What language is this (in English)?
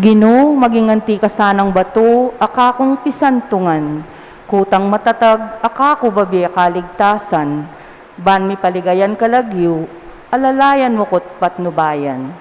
Pampanga